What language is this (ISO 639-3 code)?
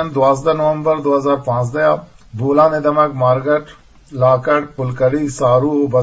bgp